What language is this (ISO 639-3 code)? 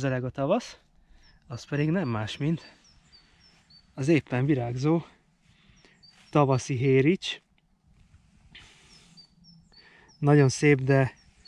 hun